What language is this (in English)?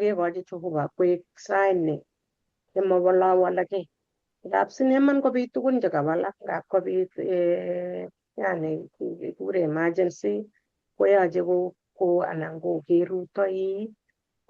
Kalenjin